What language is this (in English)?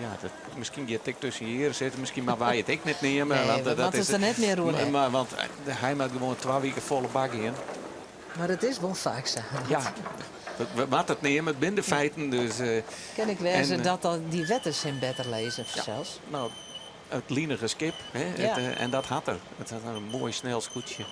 Western Frisian